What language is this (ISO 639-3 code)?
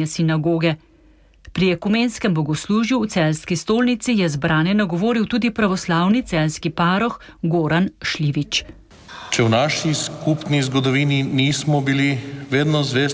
slv